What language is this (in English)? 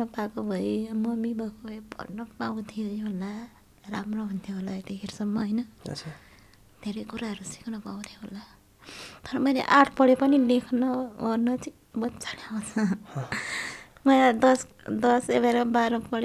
Nepali